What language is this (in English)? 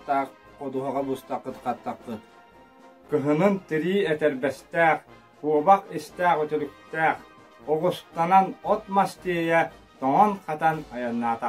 Yakut